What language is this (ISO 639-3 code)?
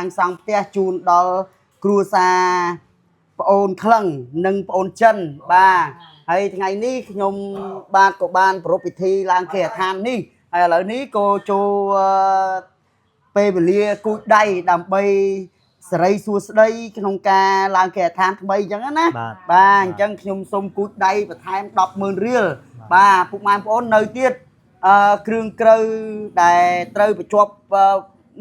khm